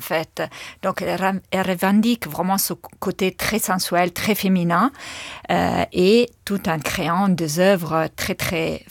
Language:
French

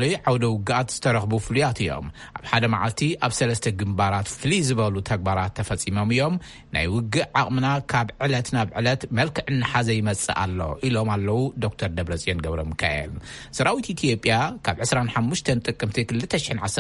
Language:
Tigrinya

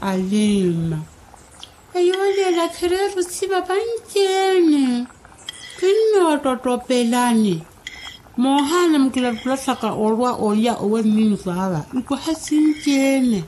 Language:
Makhuwa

